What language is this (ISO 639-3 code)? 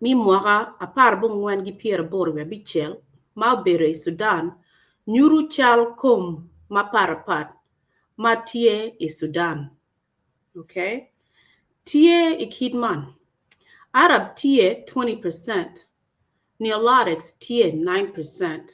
ach